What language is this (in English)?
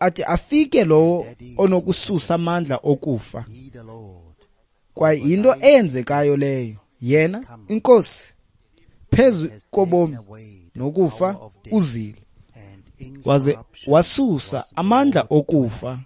Xhosa